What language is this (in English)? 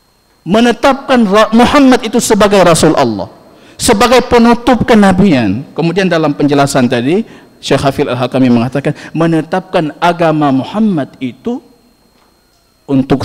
Indonesian